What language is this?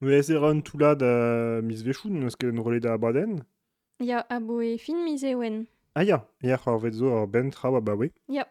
Breton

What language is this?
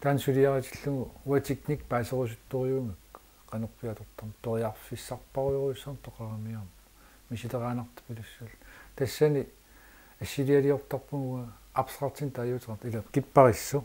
Kalaallisut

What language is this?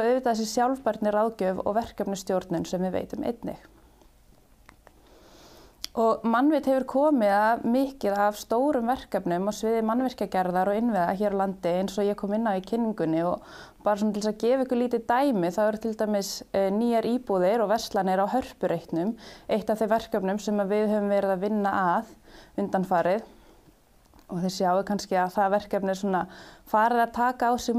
Icelandic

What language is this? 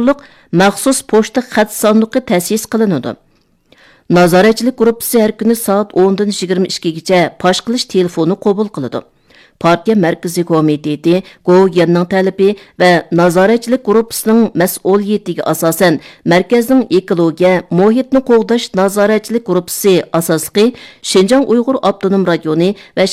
Uyghur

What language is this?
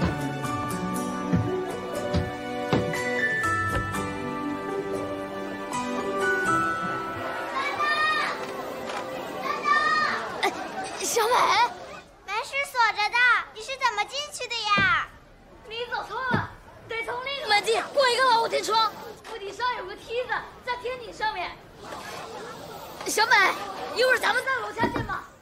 Chinese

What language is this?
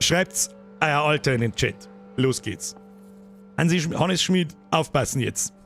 Bavarian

